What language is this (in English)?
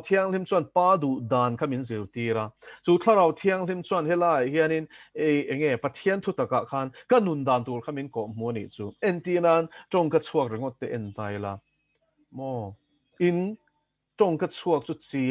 Mizo